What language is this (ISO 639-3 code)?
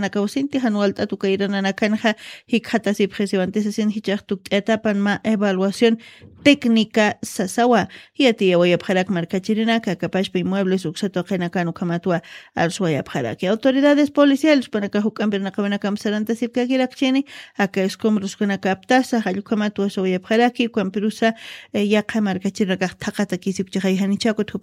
aym